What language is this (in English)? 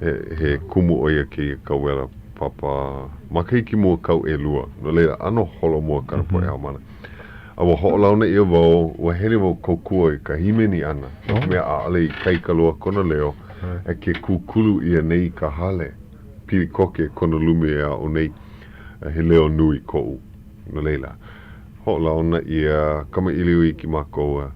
Hawaiian